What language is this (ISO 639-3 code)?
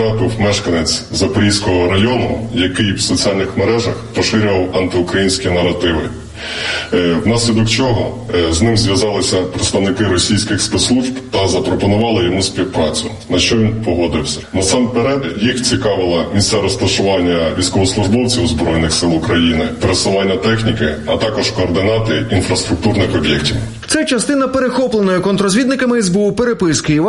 ukr